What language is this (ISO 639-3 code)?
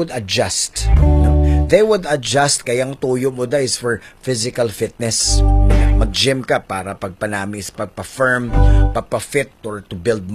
hil